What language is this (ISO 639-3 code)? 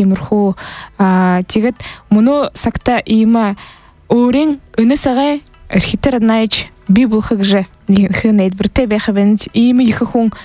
bua